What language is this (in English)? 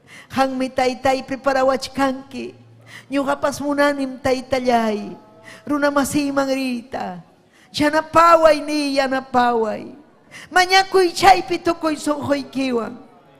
Ayacucho Quechua